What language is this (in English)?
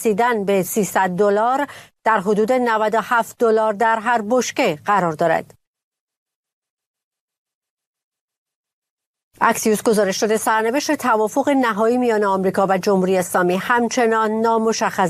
Persian